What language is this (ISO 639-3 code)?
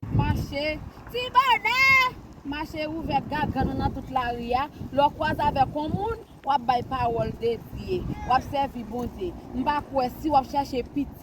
hat